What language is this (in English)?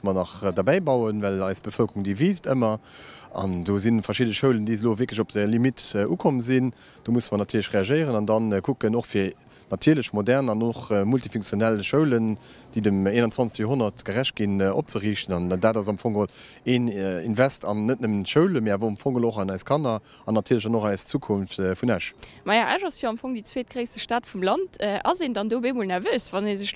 Luxembourgish